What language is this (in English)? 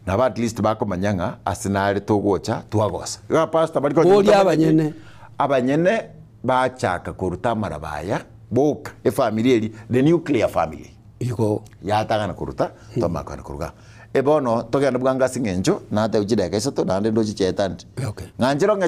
Gusii